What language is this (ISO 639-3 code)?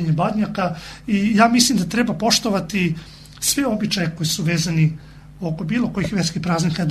srp